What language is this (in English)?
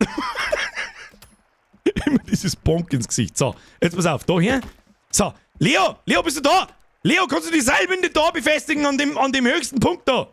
Bavarian